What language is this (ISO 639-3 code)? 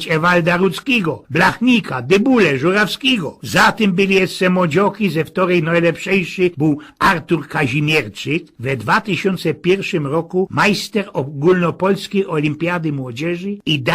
szl